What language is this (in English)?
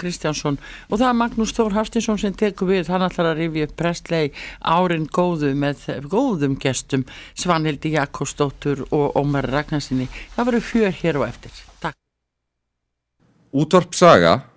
Icelandic